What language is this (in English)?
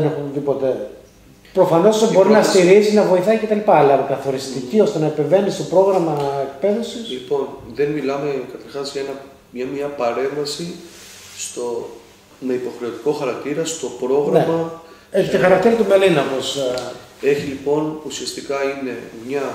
Greek